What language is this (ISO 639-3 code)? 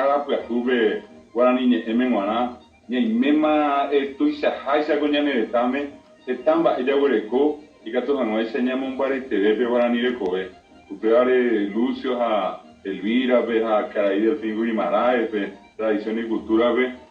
grn